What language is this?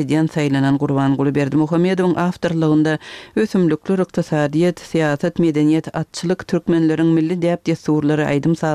Turkmen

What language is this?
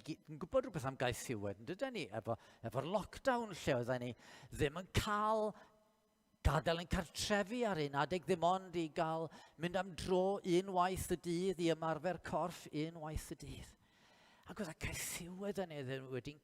Welsh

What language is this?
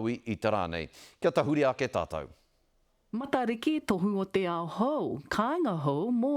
Māori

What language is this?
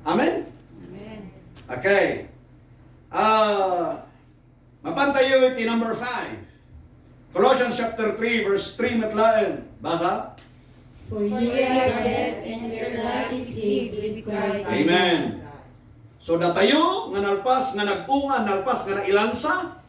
Iloko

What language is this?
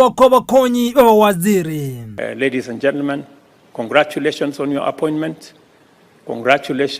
Gusii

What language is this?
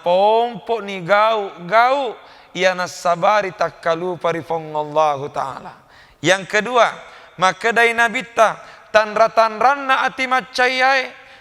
Buginese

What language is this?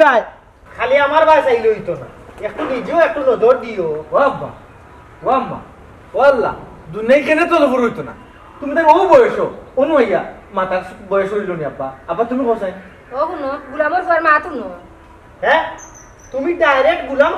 Sylheti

